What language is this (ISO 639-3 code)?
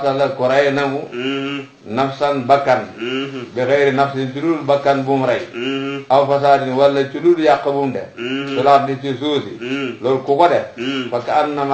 wol